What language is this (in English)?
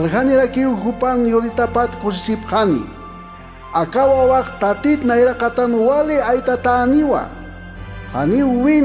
Aymara